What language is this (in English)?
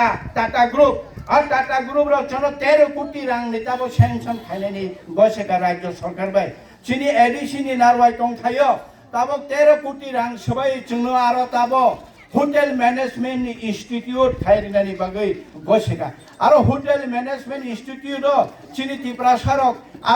Kok Borok